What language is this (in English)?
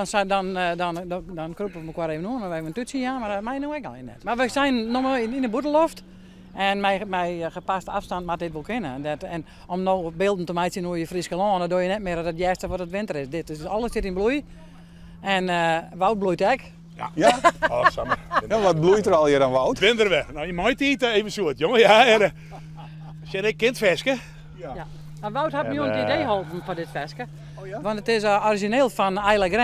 Western Frisian